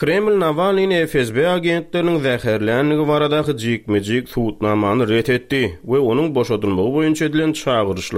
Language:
Turkmen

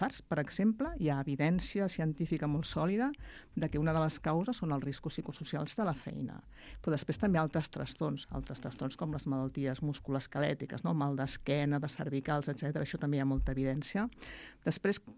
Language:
Catalan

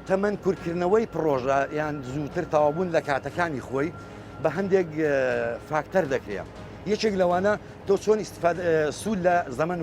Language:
Central Kurdish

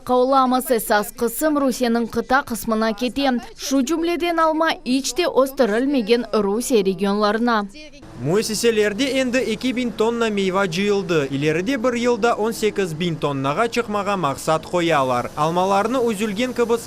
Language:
Crimean Tatar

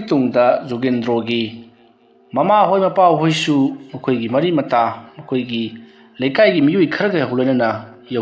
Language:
Manipuri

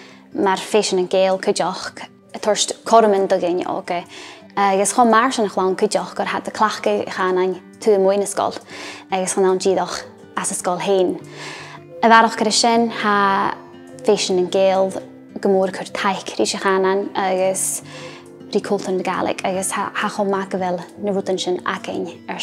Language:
Scottish Gaelic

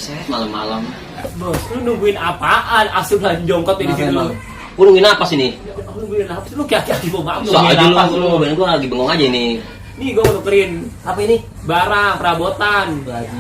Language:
Betawi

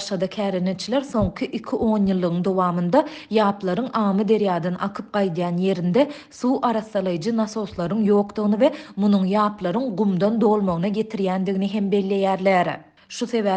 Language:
Turkmen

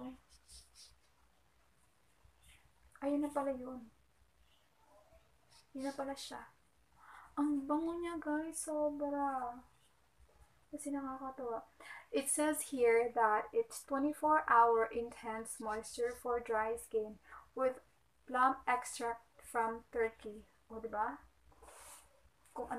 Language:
Filipino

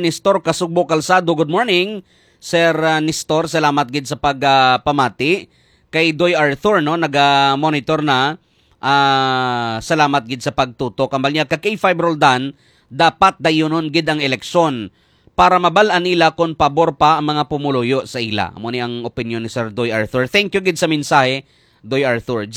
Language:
Hiligaynon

